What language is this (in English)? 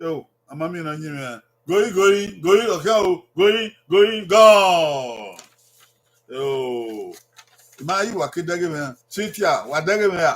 Bini